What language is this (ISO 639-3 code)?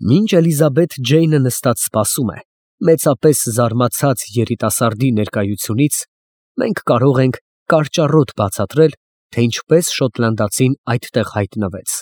hye